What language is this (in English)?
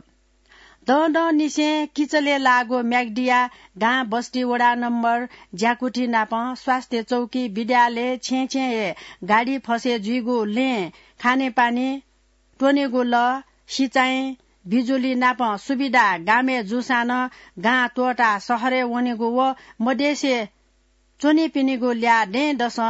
Newari